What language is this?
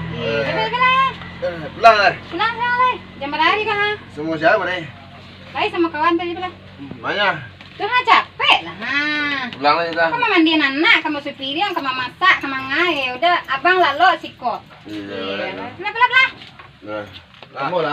Minangkabau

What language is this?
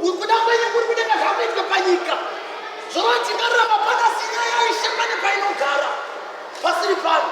Shona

